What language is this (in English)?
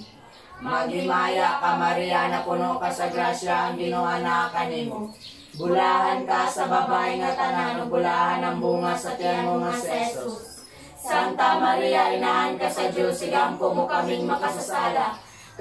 Cebuano